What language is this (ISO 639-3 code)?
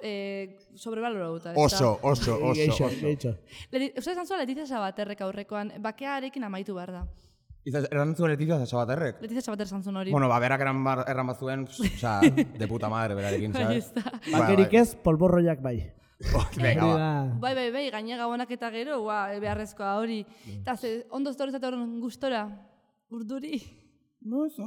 eus